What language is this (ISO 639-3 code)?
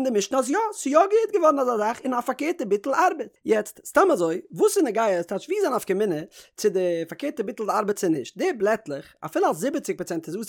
yid